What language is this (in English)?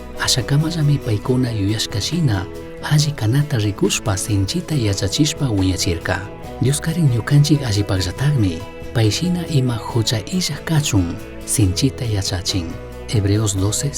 Chimborazo Highland Quichua